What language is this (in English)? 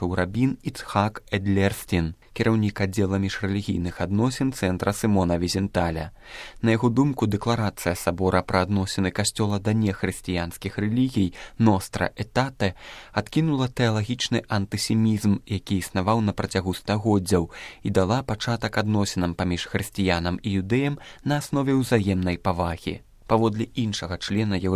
Belarusian